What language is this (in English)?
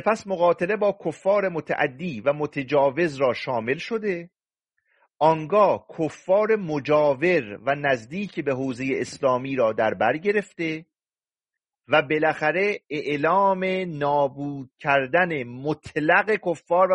Persian